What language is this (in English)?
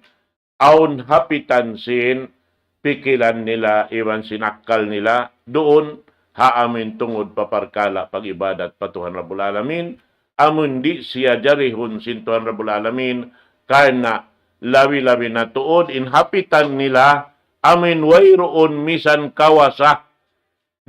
Tausug